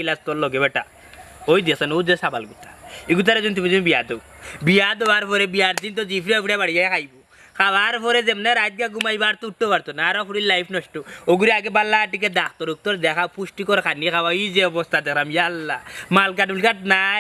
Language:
Sylheti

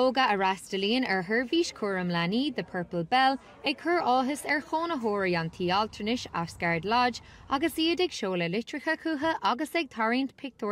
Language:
Irish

